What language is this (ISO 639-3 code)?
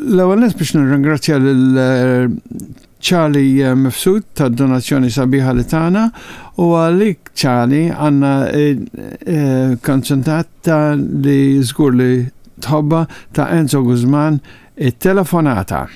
mlt